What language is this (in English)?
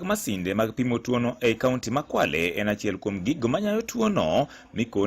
Luo (Kenya and Tanzania)